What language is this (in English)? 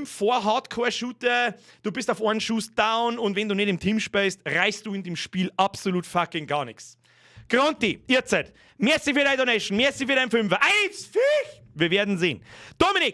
Bavarian